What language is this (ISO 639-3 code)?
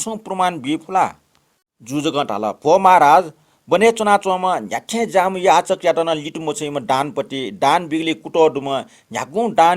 new